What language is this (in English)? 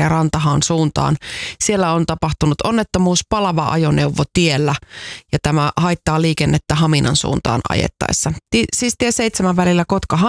Finnish